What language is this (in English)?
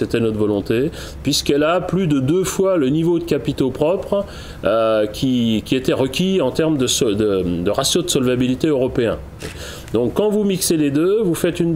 French